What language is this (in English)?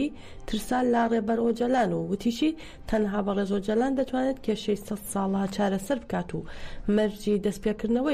Central Kurdish